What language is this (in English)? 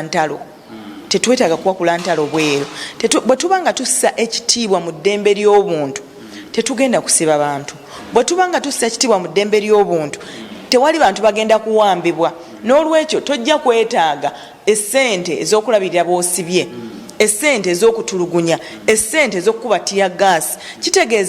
Ganda